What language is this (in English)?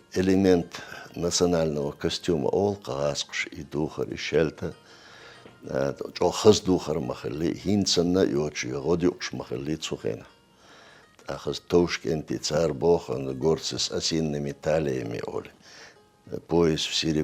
Chechen